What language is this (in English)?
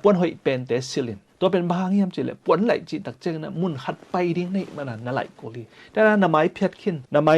Tedim Chin